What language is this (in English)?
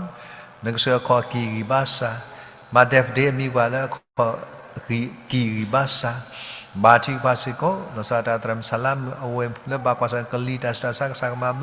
S'gaw Karen